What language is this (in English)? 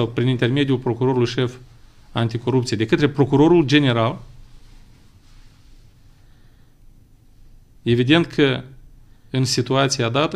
Romanian